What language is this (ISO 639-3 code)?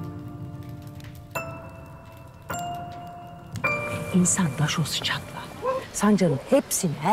tur